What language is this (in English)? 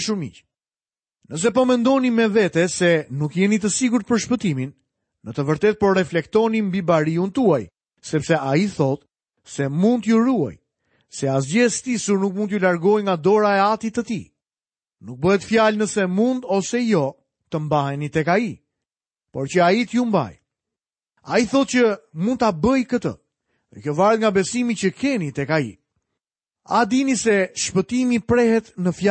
Albanian